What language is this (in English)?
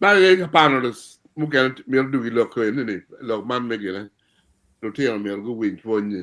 Acoli